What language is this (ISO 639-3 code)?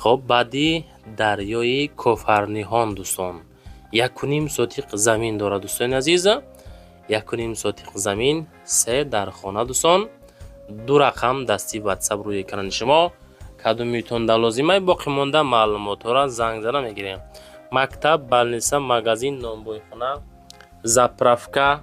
tgk